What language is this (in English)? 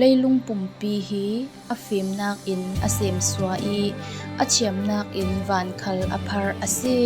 Falam Chin